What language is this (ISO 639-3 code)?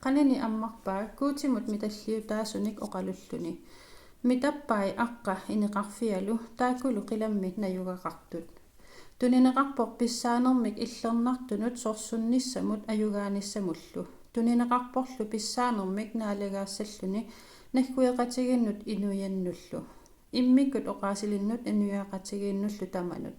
kal